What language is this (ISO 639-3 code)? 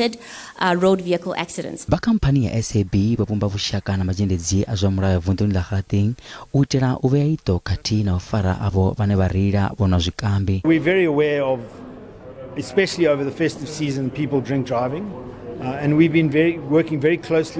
ven